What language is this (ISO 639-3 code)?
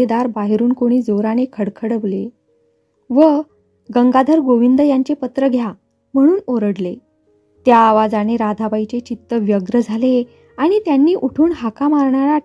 mar